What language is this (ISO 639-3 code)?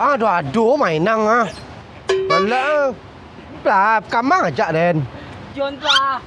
min